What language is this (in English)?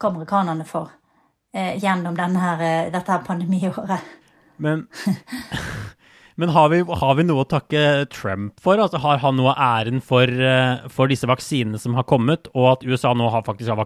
Norwegian